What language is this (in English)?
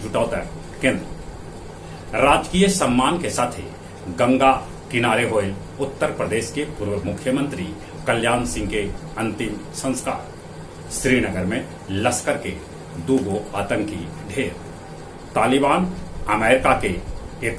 Magahi